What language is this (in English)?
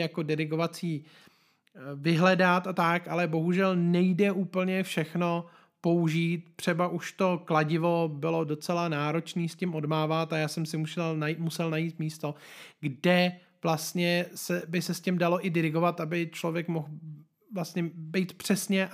Czech